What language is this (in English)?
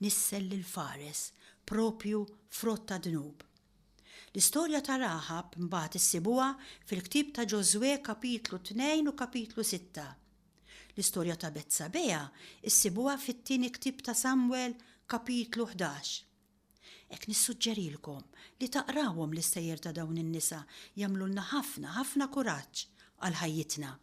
Maltese